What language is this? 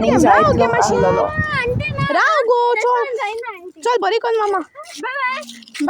Konkani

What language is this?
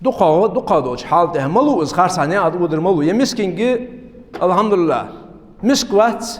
Ingush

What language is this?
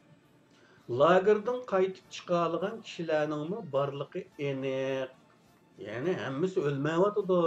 Uyghur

